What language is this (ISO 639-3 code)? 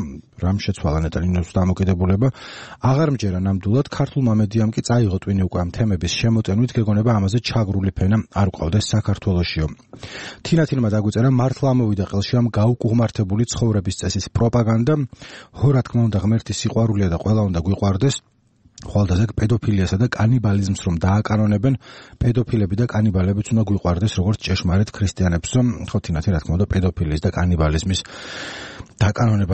kat